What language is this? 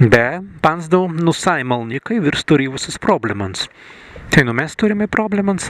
Prussian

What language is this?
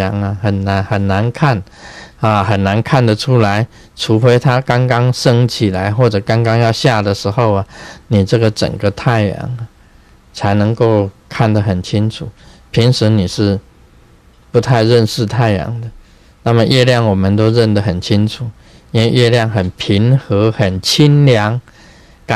Chinese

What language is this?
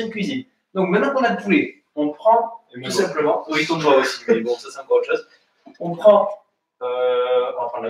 French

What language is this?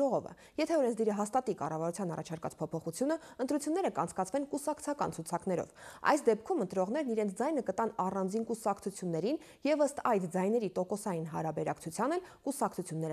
Armenian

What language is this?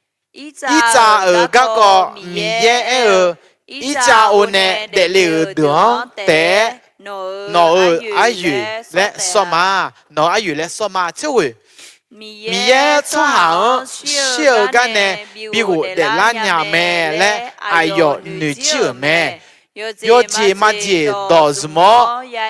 Akha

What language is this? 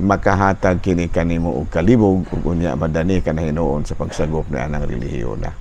Cebuano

